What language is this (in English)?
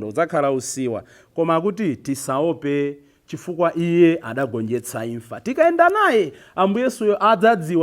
Nyanja